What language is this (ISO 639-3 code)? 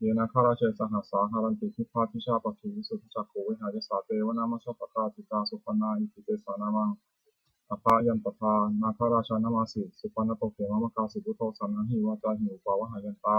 pli